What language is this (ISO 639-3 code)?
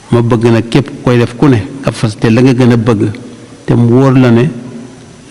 wol